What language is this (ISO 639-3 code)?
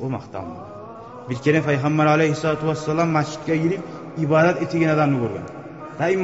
kum